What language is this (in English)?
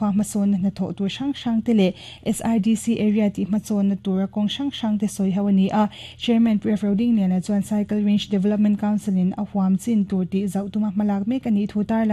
Mizo